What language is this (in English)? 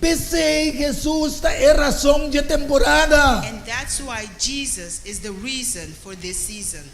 Papiamento